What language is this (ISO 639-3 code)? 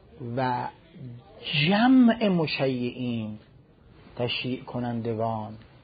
fas